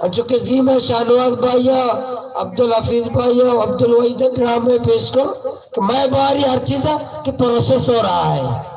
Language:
Baluchi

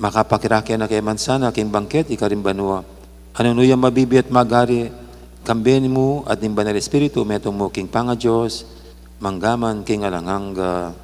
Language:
Pampanga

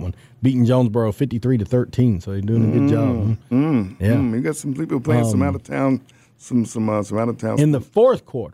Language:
English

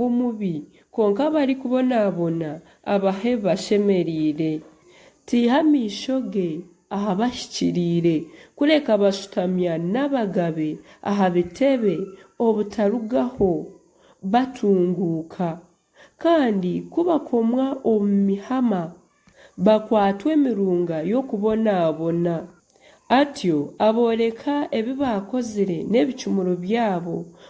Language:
Nyankole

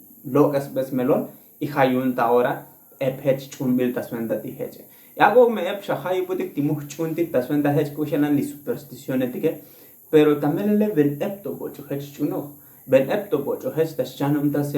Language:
Tzotzil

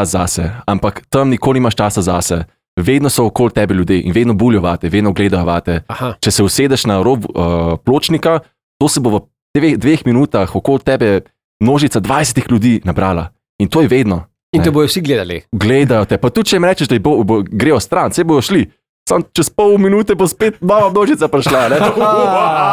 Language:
Slovenian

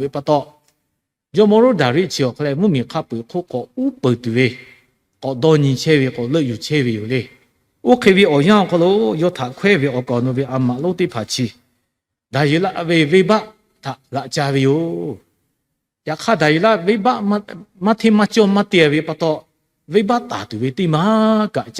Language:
Lahu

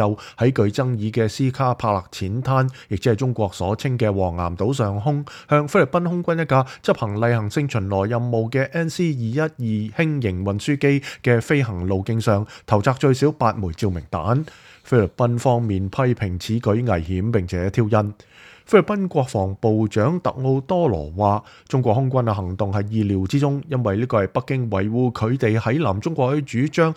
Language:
Cantonese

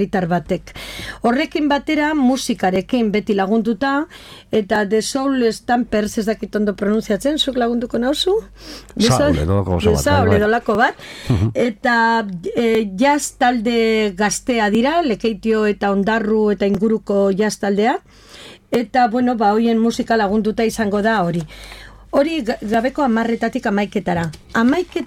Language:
Basque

